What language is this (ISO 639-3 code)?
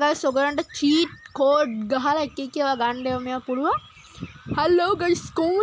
sin